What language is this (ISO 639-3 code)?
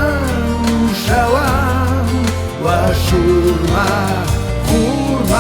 oss